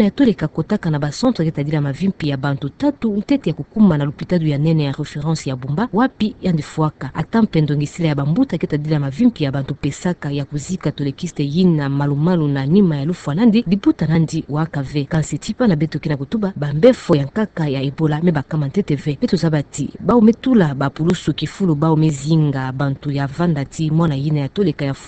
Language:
Kituba (Democratic Republic of Congo)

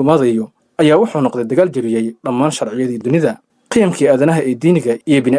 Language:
Somali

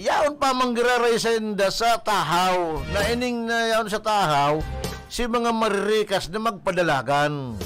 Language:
Bikol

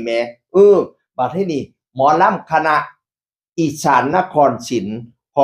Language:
Northeastern Thai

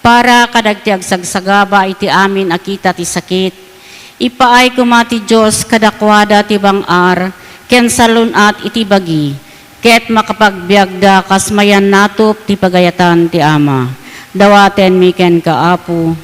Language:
Iloko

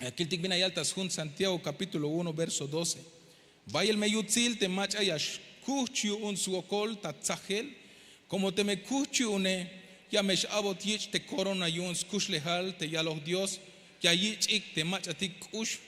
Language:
Tzeltal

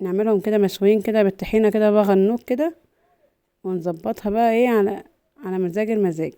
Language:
Egyptian Arabic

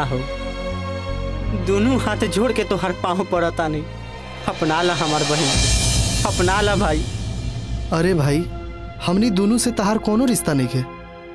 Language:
Bhojpuri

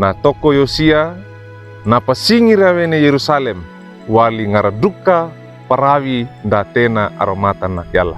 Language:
Wejewa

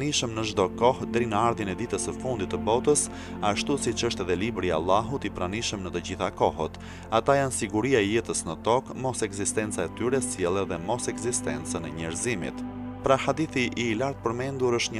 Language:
Albanian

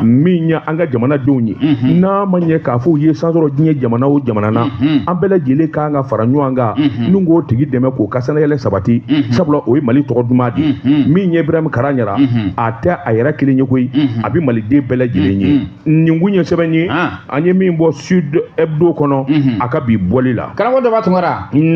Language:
Bambara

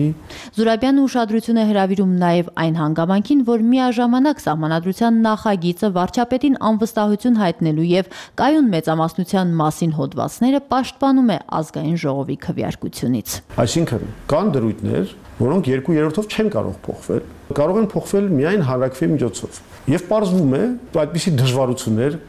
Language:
Armenian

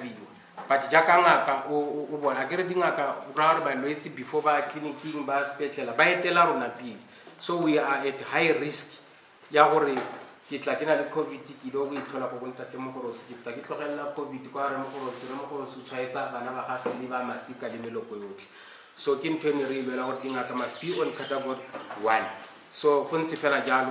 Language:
Tswana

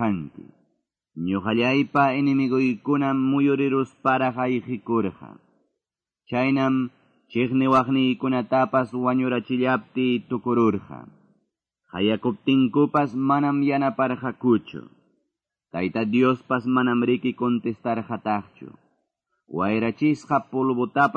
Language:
Quechua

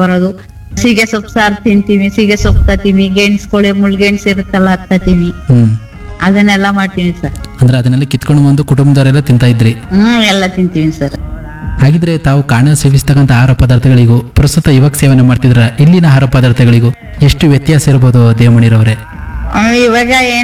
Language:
Kannada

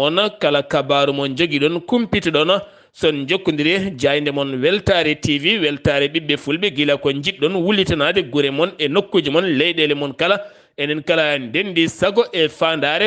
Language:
Fula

